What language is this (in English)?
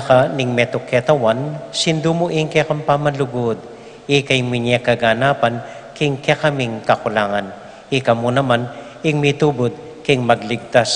Pampanga